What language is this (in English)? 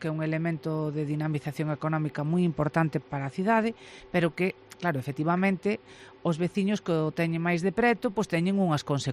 Galician